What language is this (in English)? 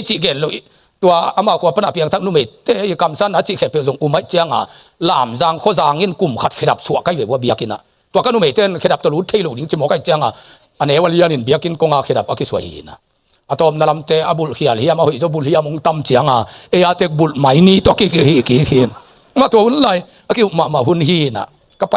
Tedim Chin